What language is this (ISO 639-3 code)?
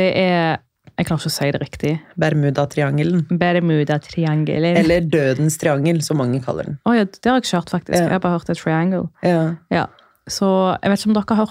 nor